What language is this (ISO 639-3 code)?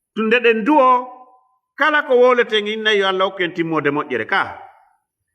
ful